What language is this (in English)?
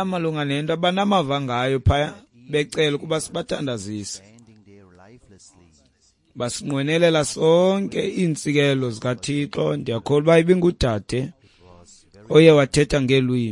Xhosa